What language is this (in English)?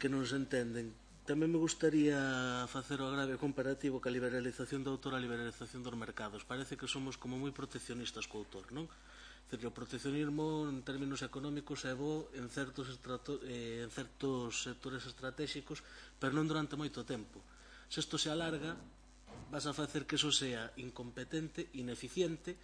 Galician